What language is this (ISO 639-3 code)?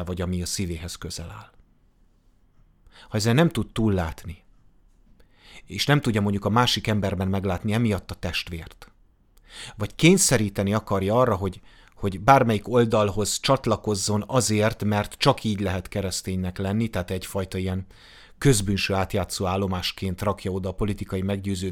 hun